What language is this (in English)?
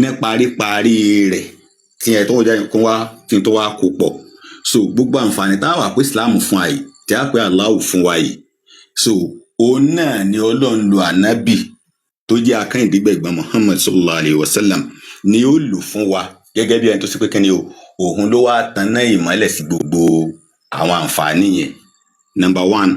Yoruba